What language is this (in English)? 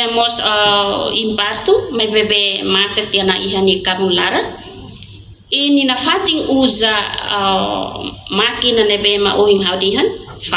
Tetum